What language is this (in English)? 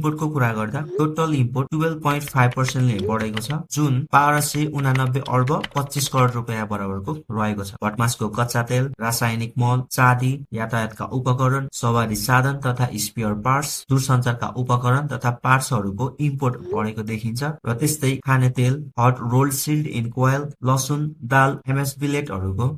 Nepali